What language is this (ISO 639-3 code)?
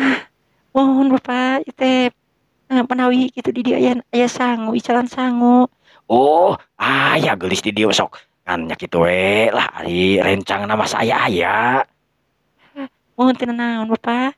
sun